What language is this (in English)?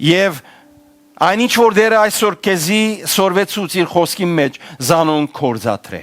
Western Armenian